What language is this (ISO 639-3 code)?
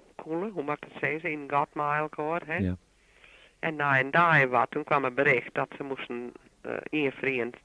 fry